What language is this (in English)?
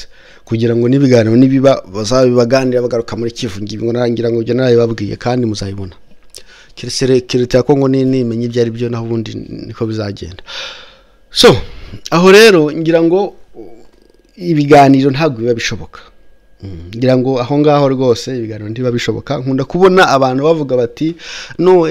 Kinyarwanda